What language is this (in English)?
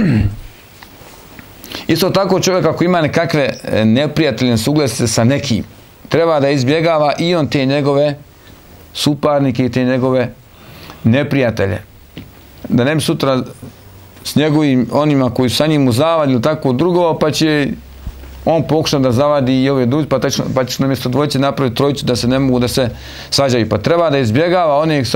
Bosnian